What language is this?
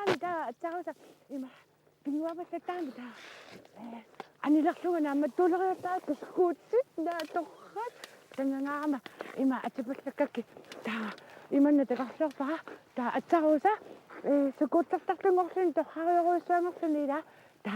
Kalaallisut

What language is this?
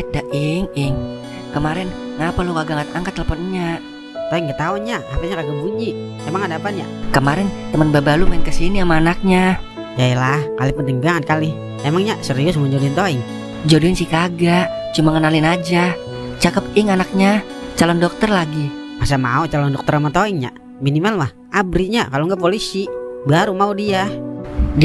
Betawi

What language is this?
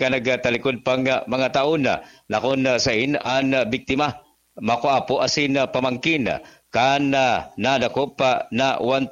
Bikol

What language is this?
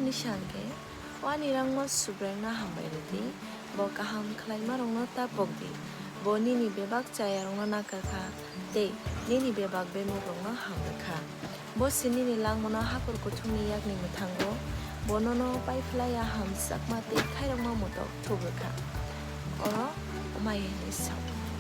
Kok Borok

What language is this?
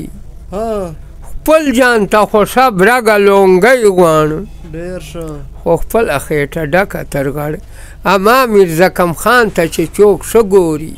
Pashto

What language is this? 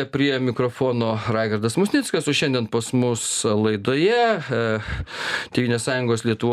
Lithuanian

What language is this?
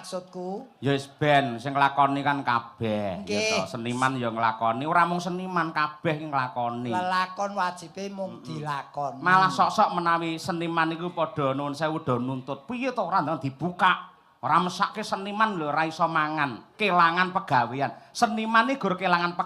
Javanese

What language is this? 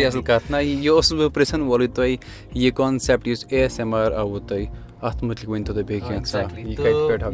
Kashmiri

